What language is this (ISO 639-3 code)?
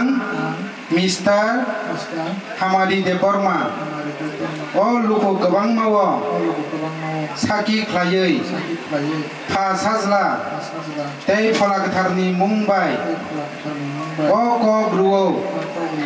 trp